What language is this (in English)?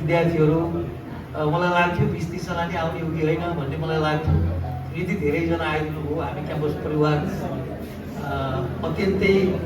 Nepali